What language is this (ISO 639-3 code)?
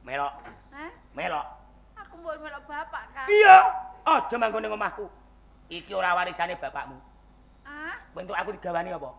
jav